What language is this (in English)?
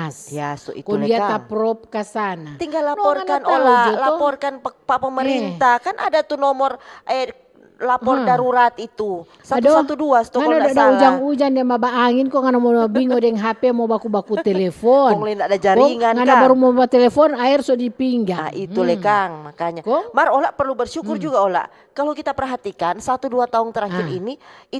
Manado Malay